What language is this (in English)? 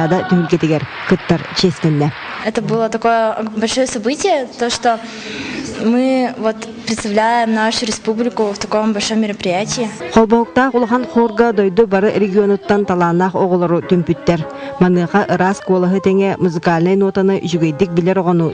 Yakut